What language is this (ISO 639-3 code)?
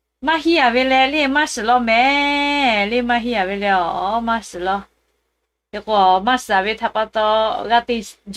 lhu